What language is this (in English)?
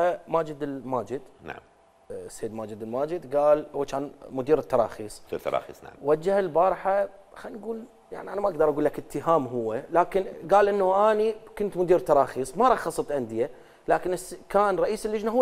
Mesopotamian Arabic